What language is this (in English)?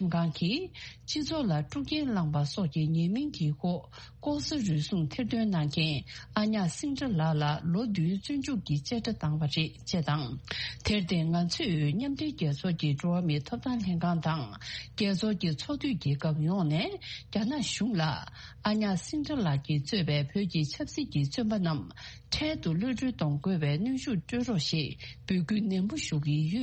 Tibetan